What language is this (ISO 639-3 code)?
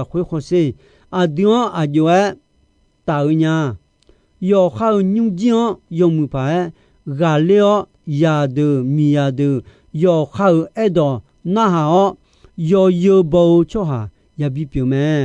ahk